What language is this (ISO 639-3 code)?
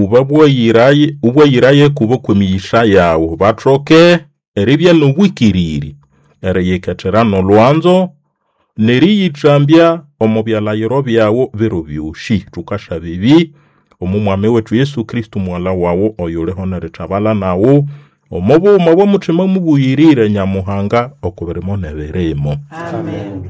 nnb